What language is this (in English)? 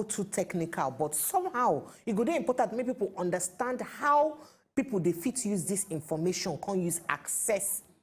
Nigerian Pidgin